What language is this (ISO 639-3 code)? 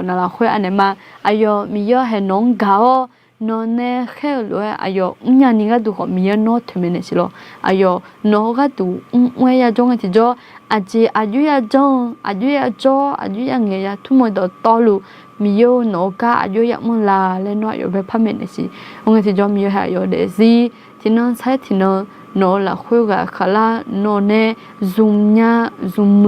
ahk